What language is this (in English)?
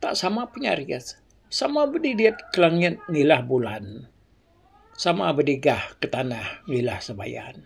Iban